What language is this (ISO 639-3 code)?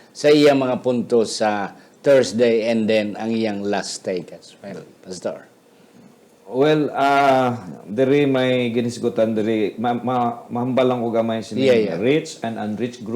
hil